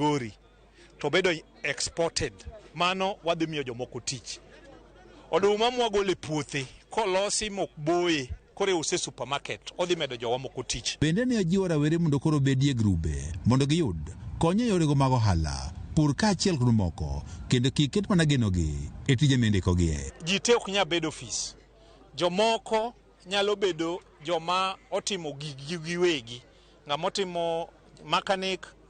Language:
Luo (Kenya and Tanzania)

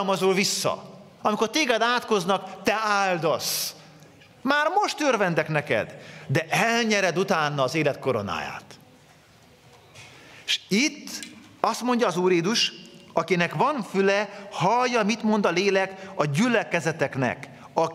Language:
Hungarian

